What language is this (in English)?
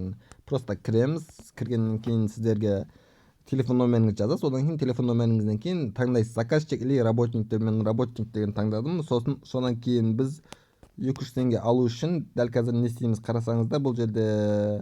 Kazakh